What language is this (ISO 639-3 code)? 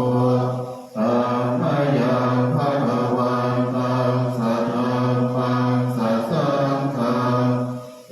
pli